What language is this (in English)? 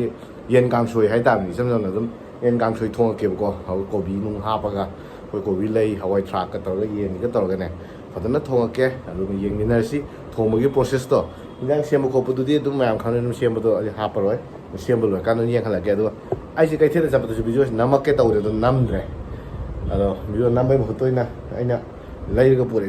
Manipuri